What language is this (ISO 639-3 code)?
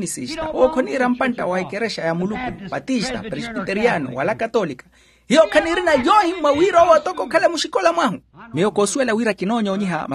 vmw